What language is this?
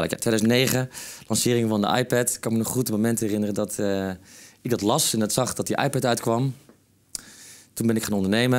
Dutch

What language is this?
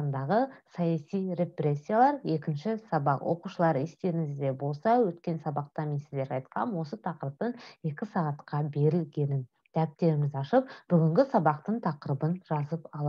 Kazakh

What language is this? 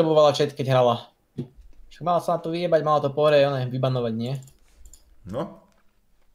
Slovak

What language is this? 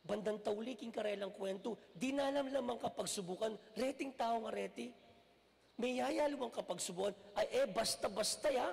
Pampanga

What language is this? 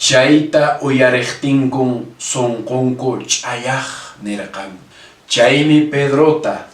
Quechua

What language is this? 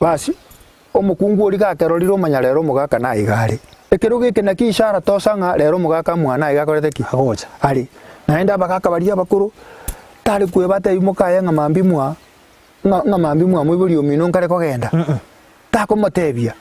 Gusii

